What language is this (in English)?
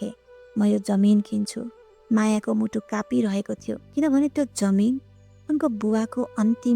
Nepali